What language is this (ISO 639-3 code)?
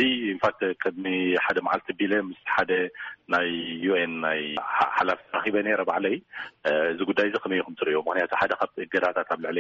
tir